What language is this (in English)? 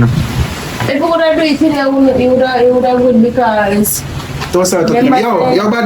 Jamaican Creole English